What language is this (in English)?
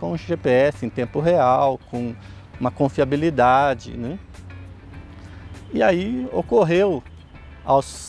Portuguese